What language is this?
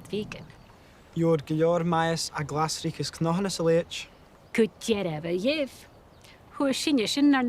Scottish Gaelic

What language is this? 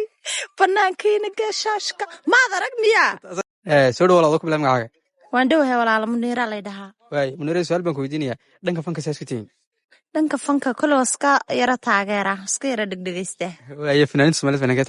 Somali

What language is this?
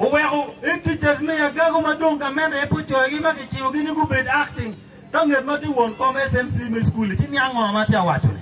Acoli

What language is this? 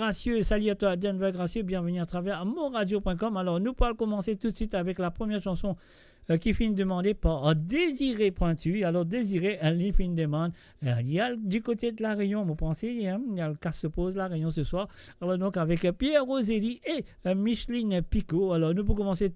Morisyen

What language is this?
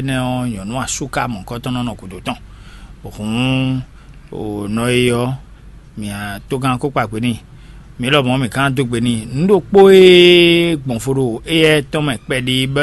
Fon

